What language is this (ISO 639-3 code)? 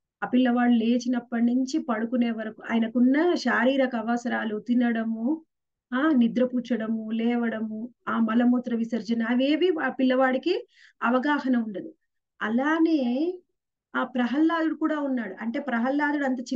tel